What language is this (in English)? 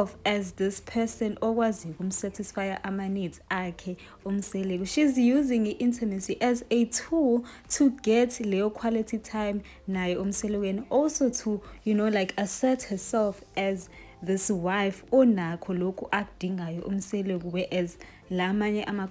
Zulu